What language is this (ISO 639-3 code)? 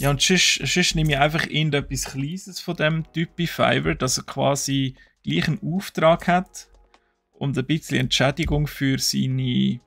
gsw